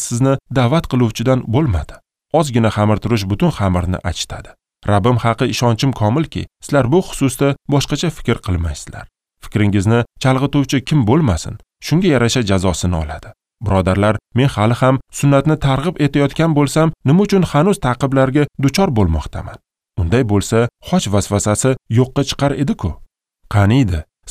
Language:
Uzbek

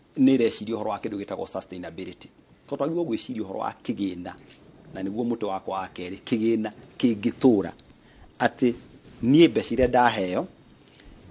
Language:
Kikuyu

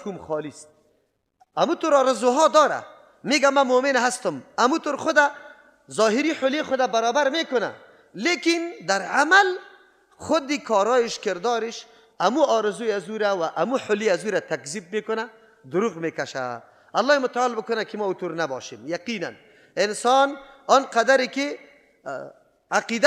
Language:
Persian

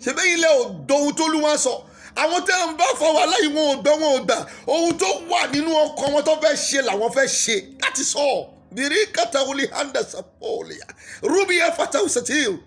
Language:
Yoruba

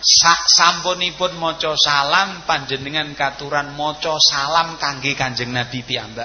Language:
Javanese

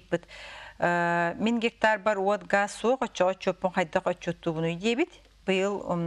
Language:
Yakut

